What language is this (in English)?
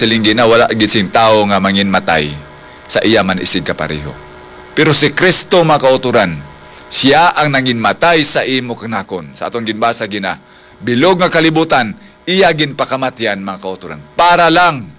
Hiligaynon